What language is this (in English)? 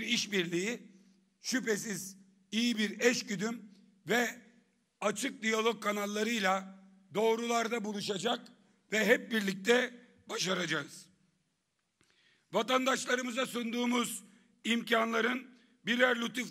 Turkish